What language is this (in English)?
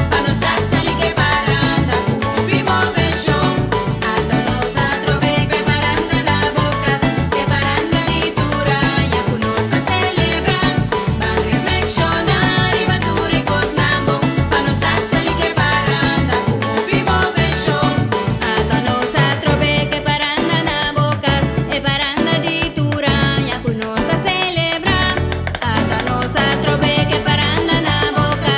Papiamento